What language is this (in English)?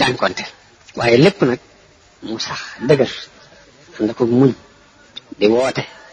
Wolof